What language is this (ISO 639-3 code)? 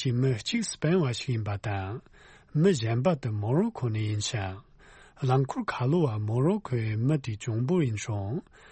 bod